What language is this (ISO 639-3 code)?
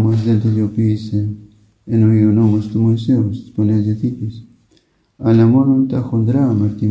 ell